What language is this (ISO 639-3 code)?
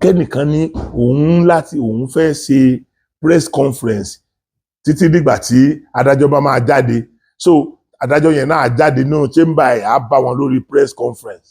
yor